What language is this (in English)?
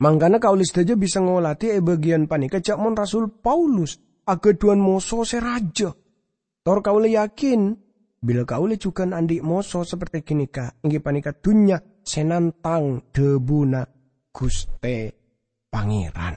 Madurese